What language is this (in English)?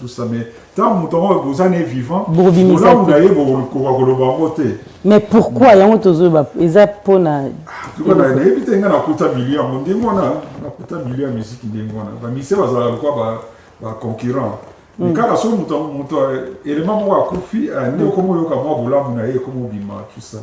Lingala